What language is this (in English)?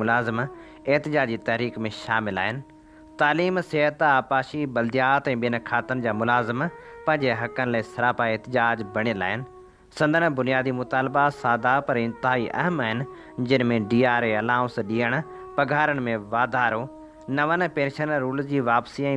Sindhi